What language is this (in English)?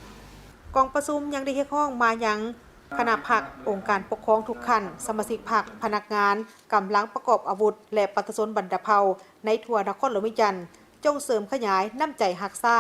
Lao